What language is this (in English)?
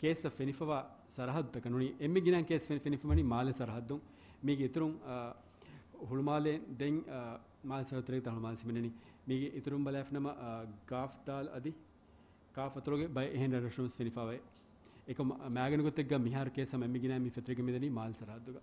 Divehi